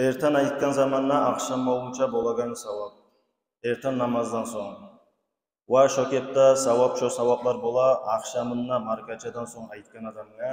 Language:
Kumyk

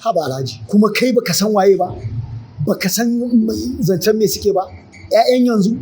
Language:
Hausa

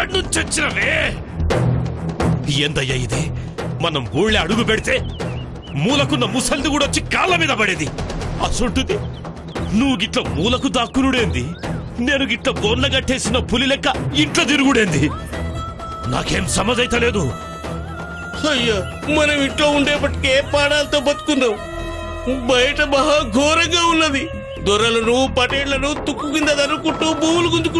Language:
Telugu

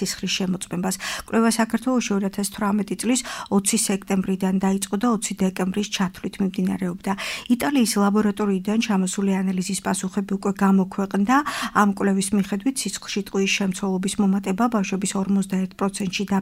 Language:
Georgian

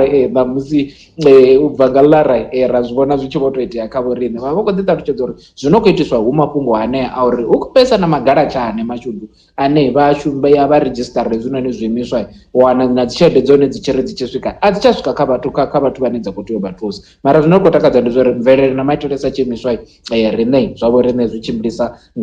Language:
Venda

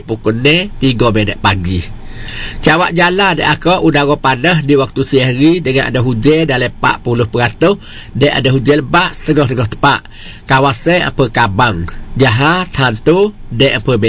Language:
Malay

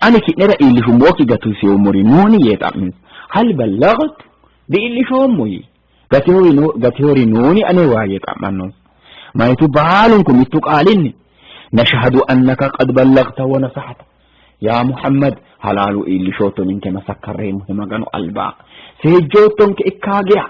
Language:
Sidamo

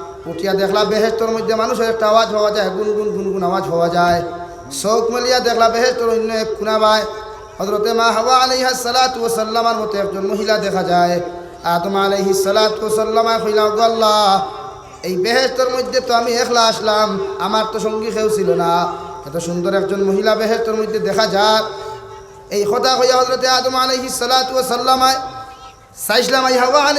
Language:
Sylheti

